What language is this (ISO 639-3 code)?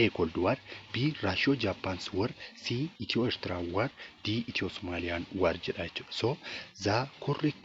orm